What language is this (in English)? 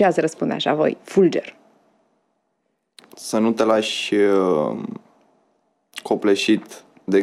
Romanian